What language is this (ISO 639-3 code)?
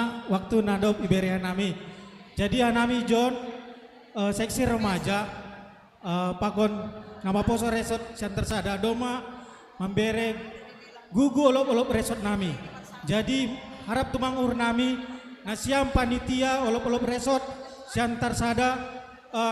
bts